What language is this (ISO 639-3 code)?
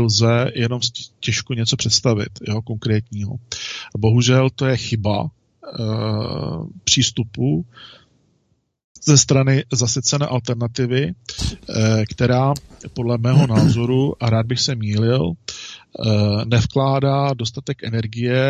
ces